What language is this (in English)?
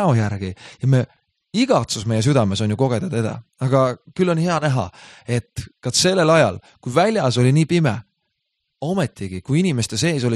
Estonian